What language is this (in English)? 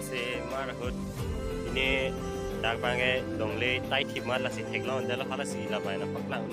Karbi